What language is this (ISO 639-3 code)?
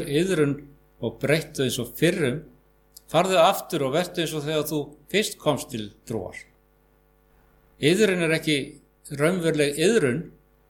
isl